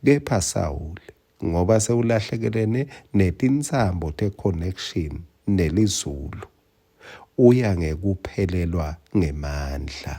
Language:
Swati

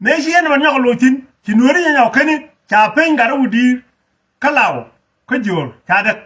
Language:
Nuer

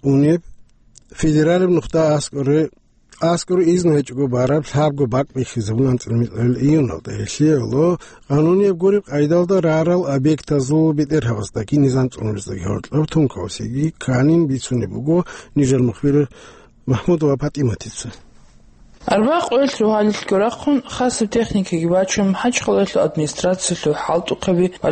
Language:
Avaric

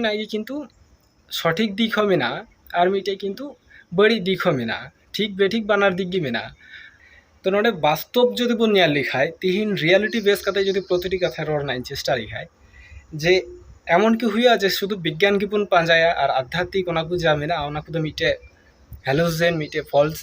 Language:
Santali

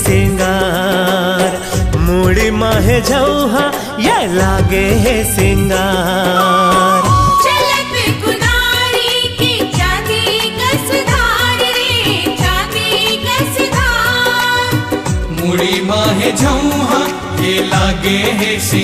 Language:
Chhattisgarhi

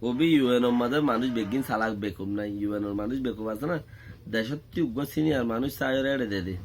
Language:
Rohingya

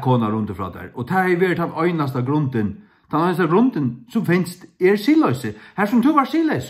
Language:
Faroese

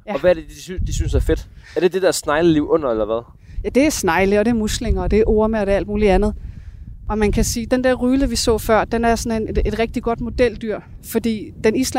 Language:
Danish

